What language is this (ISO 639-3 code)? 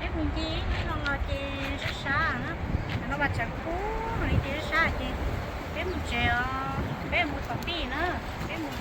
hmn